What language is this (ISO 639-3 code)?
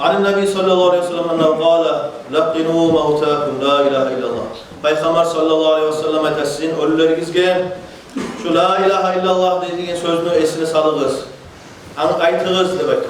kum